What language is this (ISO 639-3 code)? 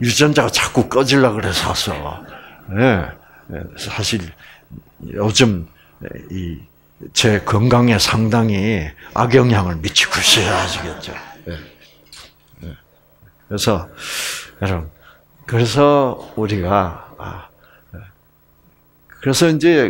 kor